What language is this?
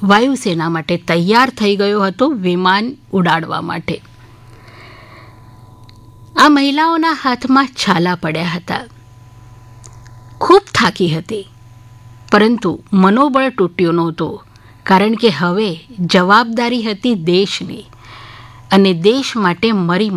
Gujarati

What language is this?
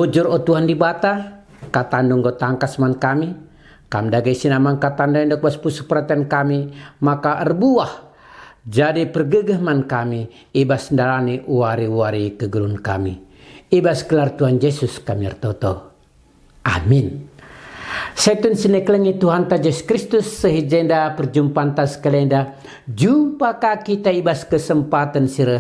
Batak Karo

